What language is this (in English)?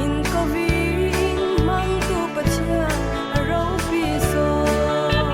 Falam Chin